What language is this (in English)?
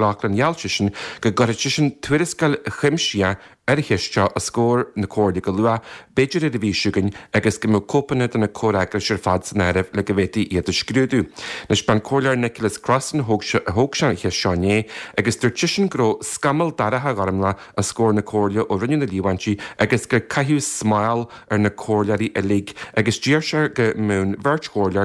Irish